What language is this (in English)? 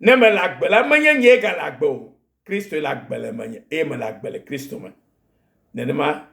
Ewe